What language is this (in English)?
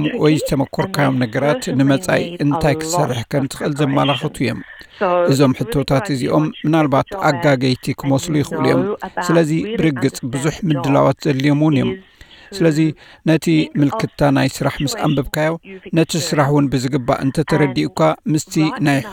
Tigrinya